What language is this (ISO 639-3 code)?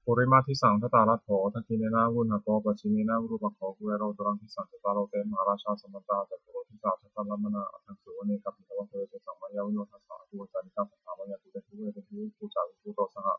pli